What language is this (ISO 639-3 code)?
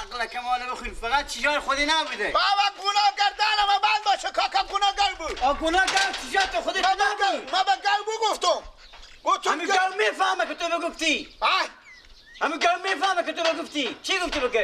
fas